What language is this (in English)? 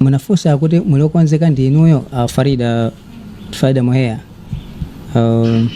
Nyanja